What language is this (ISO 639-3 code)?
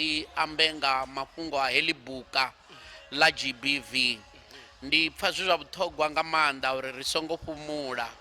ven